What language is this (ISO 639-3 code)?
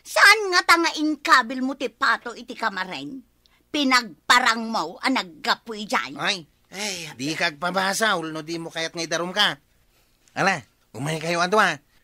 ilo